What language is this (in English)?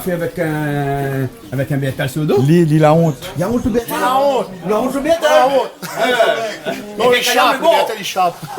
Réunion Creole French